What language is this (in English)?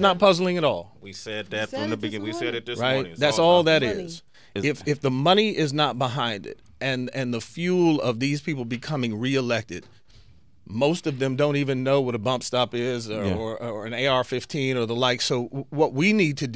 English